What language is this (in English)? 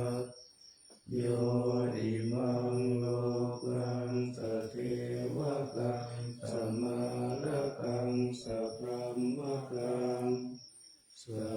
Pali